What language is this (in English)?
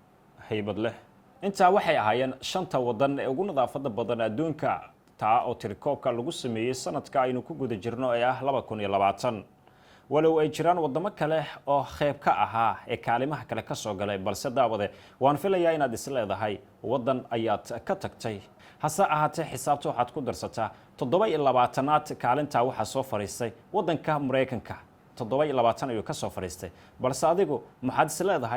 Somali